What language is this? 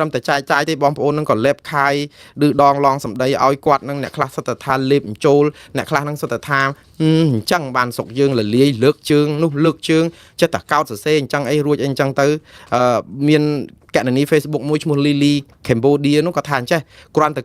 Khmer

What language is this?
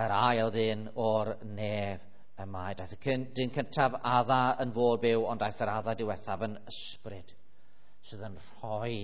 Welsh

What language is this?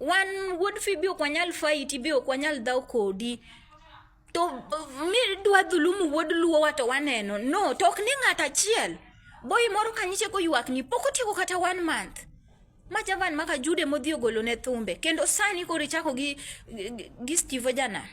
Luo (Kenya and Tanzania)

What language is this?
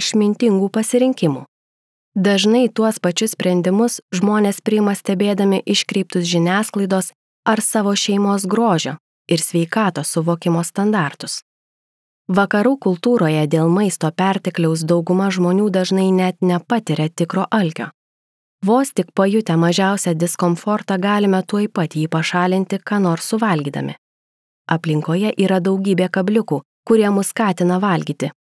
Lithuanian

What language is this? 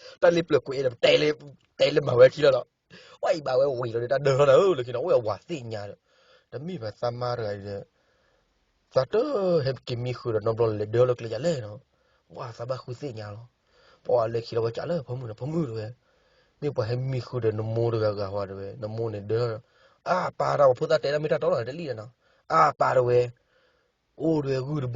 S'gaw Karen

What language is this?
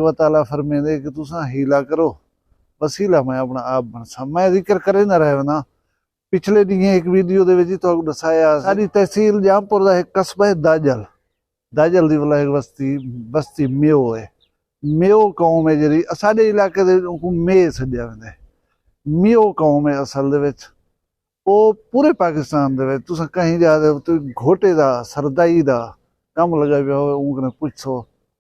Saraiki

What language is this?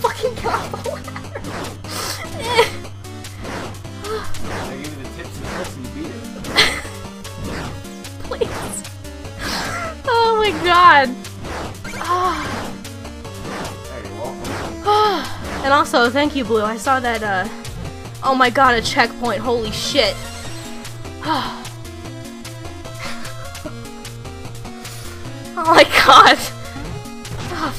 English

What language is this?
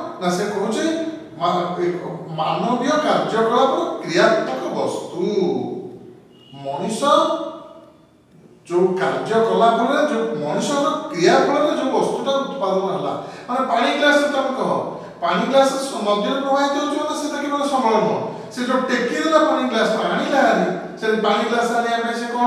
Odia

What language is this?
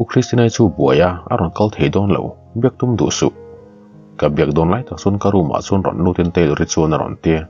Mizo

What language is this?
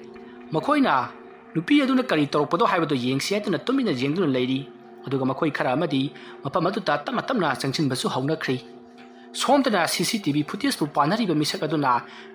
Manipuri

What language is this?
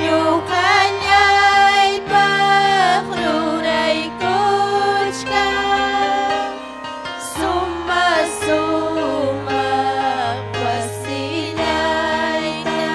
Ayacucho Quechua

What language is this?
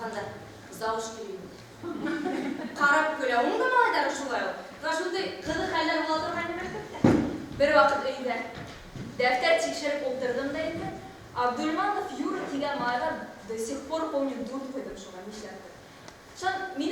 Bashkir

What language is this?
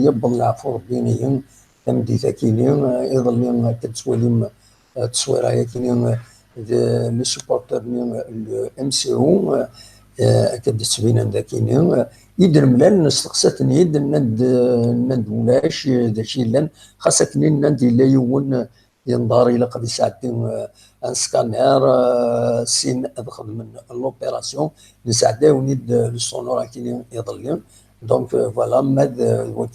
Kabyle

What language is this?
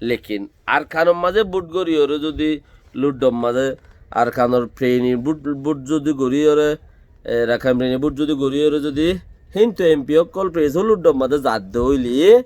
Rohingya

